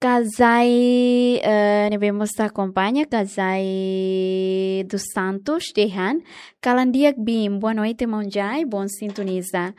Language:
Tetum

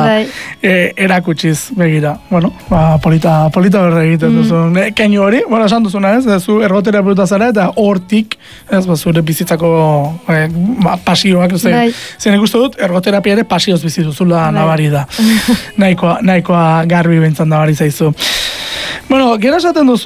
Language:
Basque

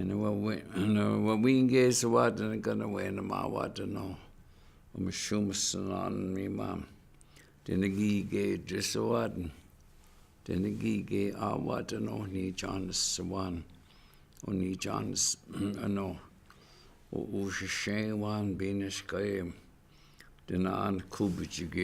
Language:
Chippewa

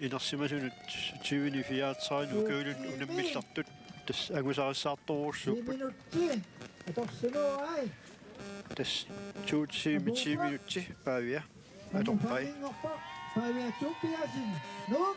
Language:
Kalaallisut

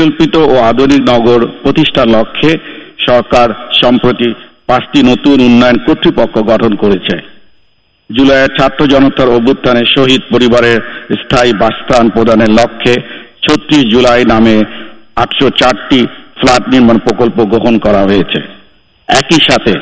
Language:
Bangla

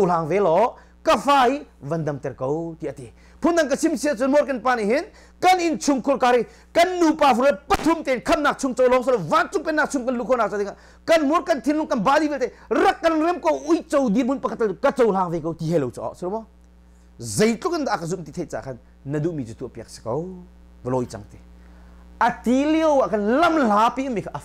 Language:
Hakha Chin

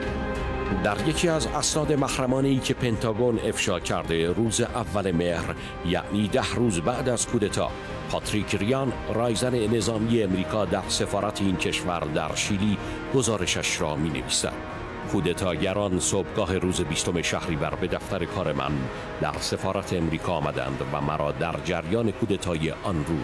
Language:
Persian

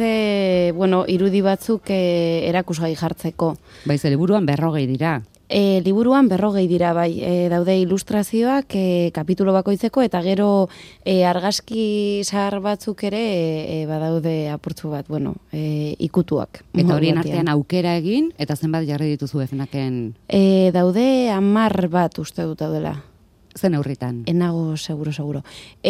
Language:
Basque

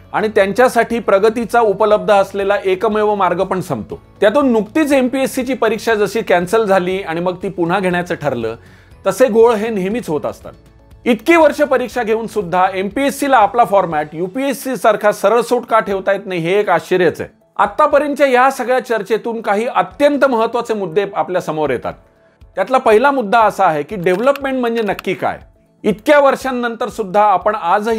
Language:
Marathi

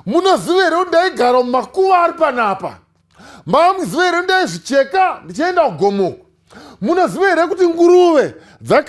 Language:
Shona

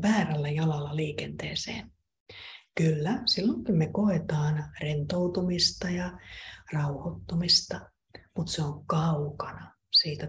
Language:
Finnish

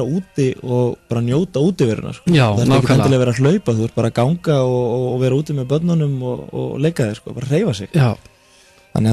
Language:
Icelandic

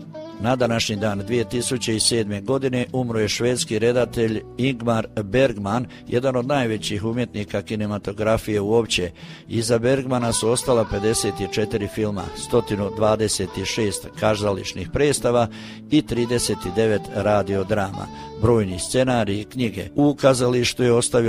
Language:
Croatian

